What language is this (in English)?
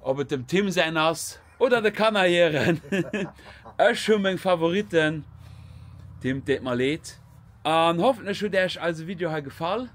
Luxembourgish